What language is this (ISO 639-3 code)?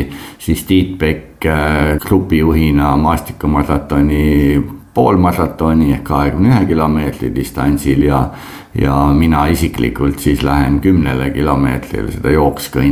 est